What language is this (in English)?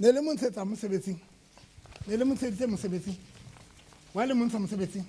Southern Sotho